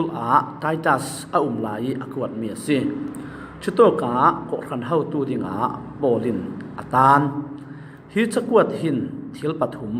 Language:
Falam Chin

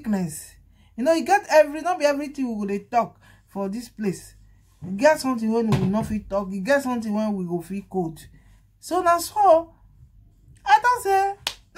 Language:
Nigerian Pidgin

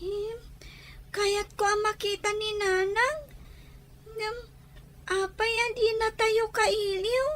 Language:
Iloko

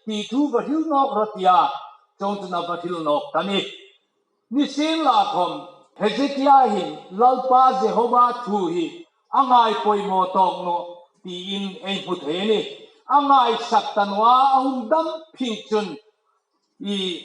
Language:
Hmar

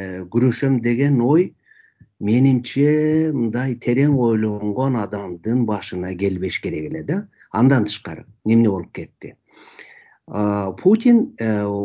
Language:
Kyrgyz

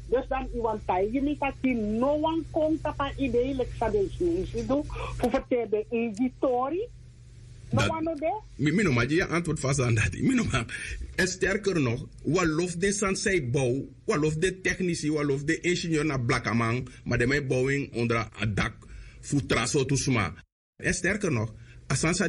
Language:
Dutch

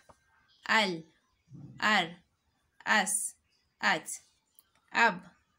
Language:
Hausa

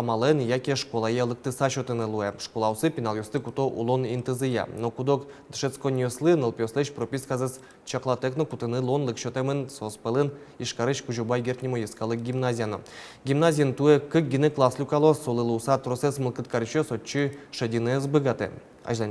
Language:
Udmurt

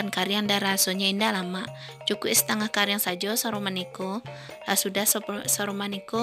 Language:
Minangkabau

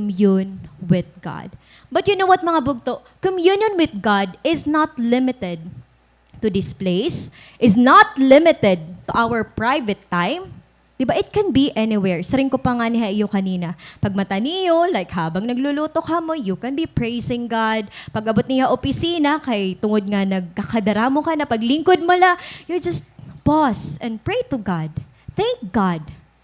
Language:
Waray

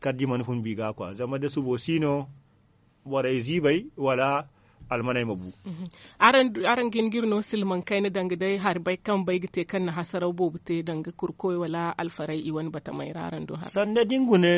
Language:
Zarma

